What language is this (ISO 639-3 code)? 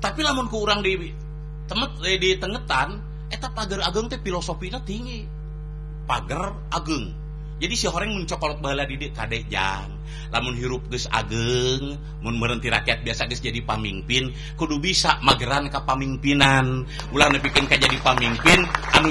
sun